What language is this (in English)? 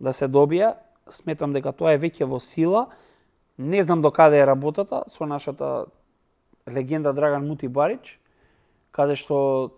Macedonian